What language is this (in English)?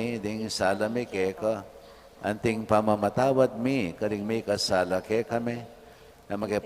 Pampanga